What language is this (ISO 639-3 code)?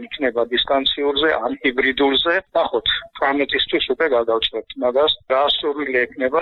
kat